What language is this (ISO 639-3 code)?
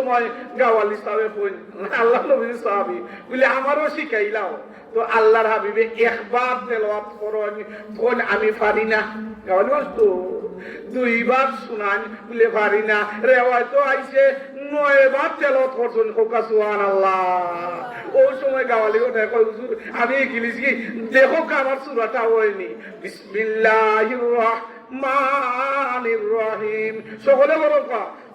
syl